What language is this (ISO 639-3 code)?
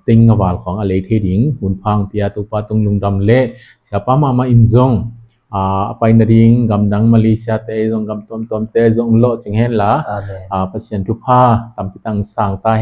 ctd